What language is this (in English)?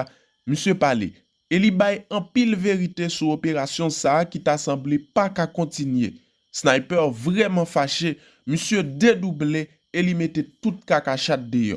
Haitian Creole